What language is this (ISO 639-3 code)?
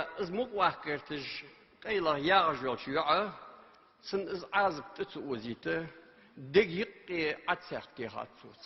inh